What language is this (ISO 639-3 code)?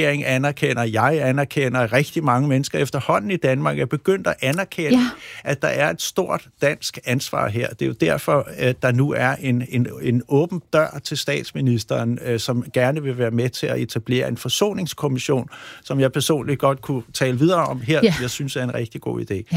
dan